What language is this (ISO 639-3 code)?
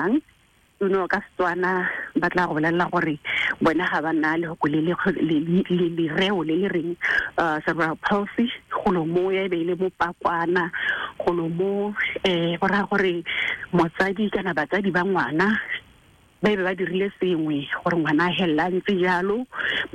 tsn